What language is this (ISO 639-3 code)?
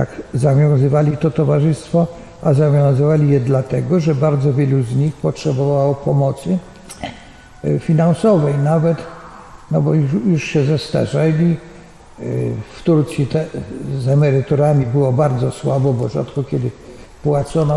pol